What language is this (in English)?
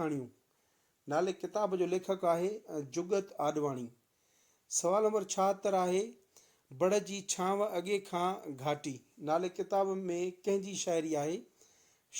Sindhi